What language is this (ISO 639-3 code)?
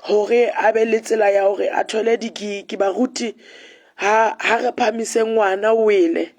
sot